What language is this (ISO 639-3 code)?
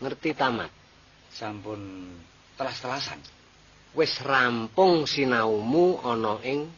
jav